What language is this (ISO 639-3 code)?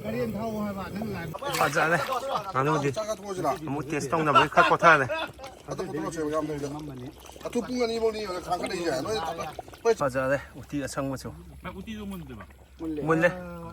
mni